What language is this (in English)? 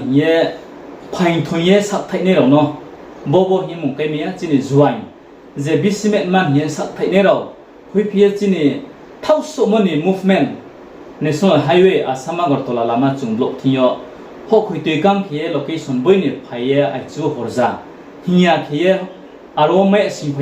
Riang (India)